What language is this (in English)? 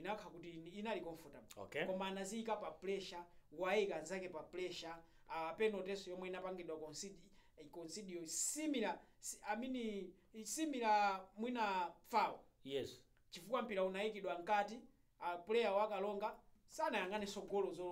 Nyanja